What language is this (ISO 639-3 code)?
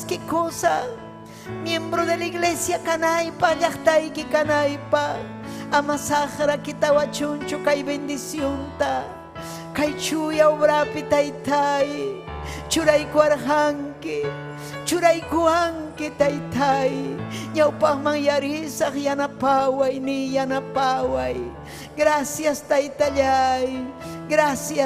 quy